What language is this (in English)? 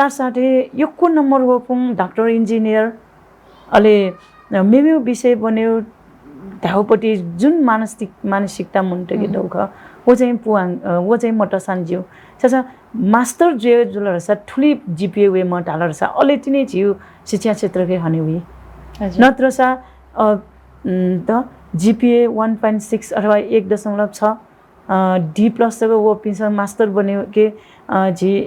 Newari